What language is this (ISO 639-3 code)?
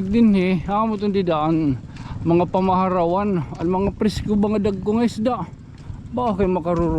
war